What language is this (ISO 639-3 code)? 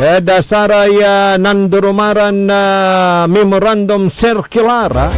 pag